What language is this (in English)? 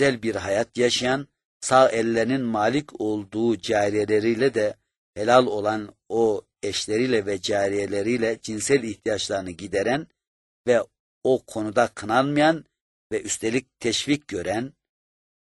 Turkish